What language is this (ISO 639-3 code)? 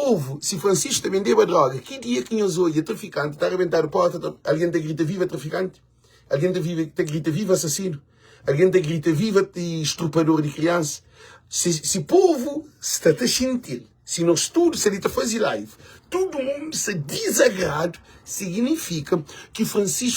kea